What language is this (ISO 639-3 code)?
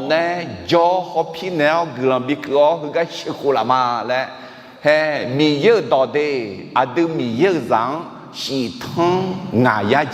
ahk